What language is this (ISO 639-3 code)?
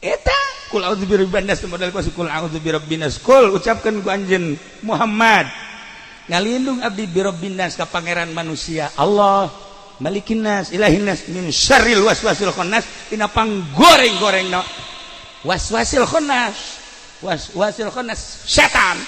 sun